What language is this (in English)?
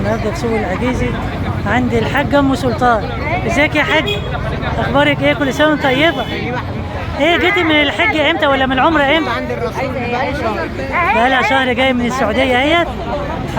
Egyptian Arabic